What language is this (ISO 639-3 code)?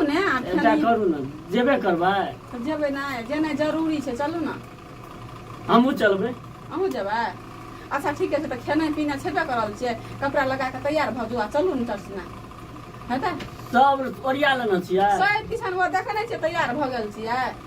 mai